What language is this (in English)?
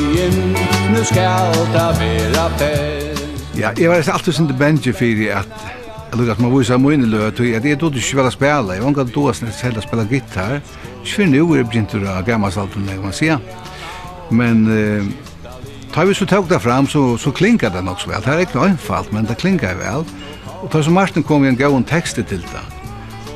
Faroese